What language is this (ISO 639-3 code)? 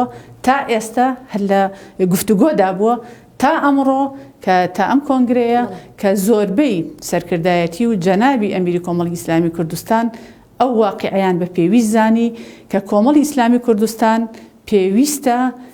ckb